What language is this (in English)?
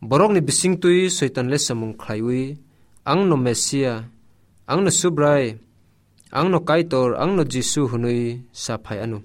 Kok Borok